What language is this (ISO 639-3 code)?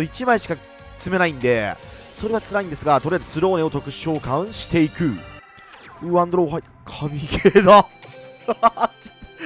jpn